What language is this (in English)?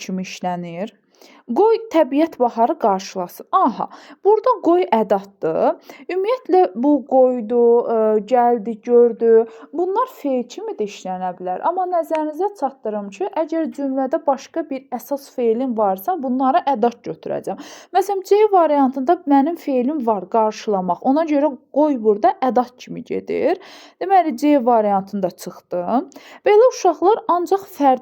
Azerbaijani